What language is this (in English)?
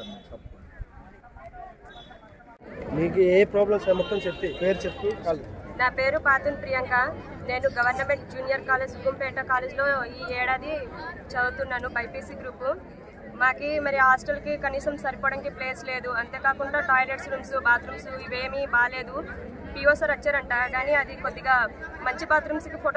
Telugu